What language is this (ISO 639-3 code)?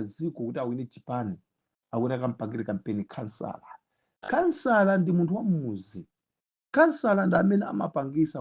nya